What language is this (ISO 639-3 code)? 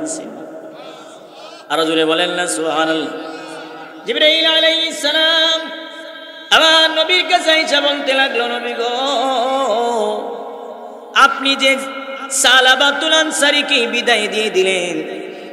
ben